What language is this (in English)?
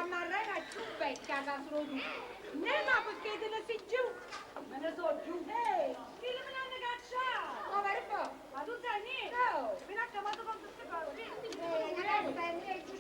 Neapolitan